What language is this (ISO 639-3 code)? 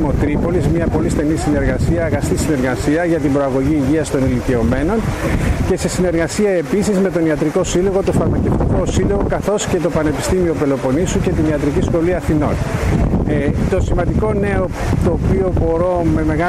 ell